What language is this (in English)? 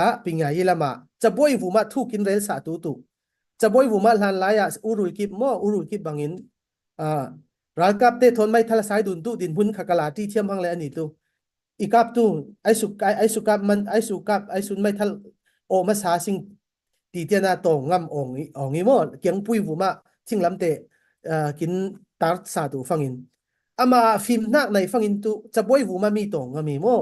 Falam Chin